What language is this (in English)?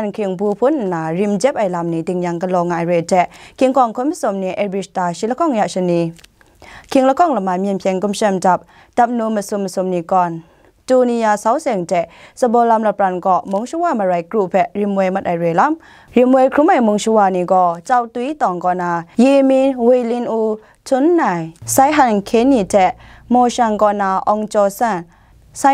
Kachin